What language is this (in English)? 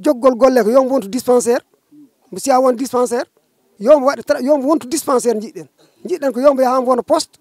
Fula